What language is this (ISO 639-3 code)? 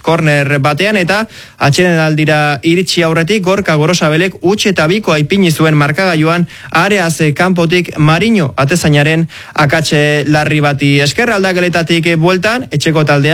eus